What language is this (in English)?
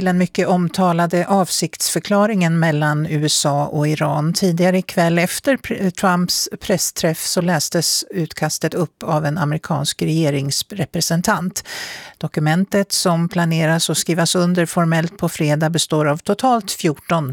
Swedish